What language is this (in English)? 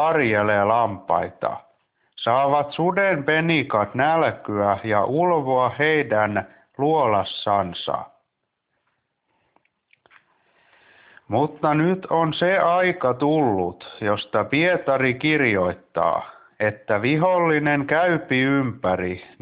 Finnish